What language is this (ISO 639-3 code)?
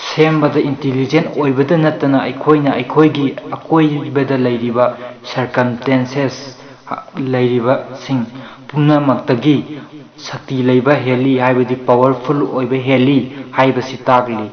mni